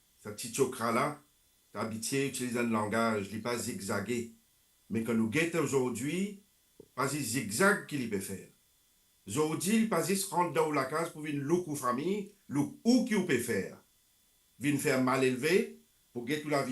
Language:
Morisyen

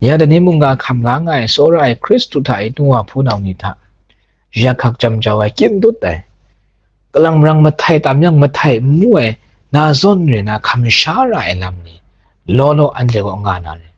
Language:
Kachin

